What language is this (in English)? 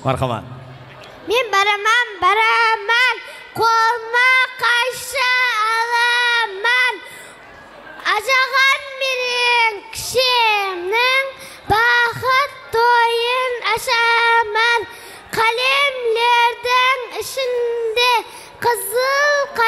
Kara-Kalpak